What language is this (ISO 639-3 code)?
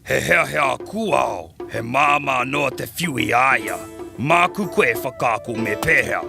mri